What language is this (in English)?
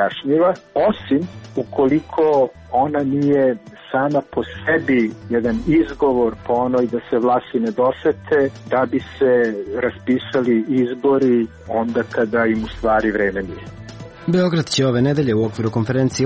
Serbian